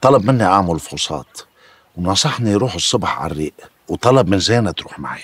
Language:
North Levantine Arabic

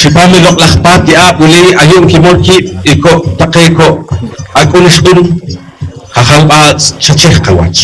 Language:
Poqomchi'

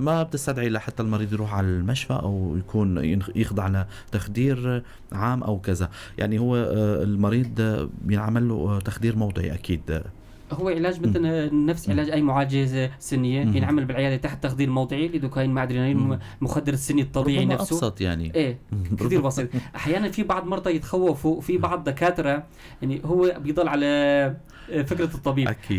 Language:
North Levantine Arabic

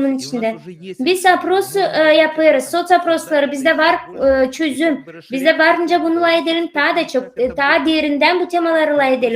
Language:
Gagauz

